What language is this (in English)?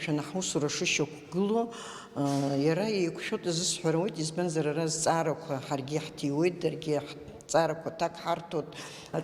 Abkhazian